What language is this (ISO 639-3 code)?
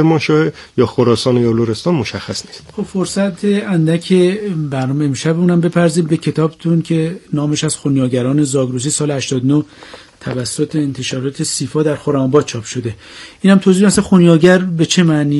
fas